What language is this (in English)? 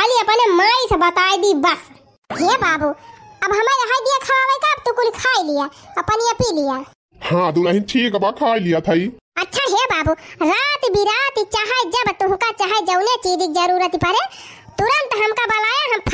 Awadhi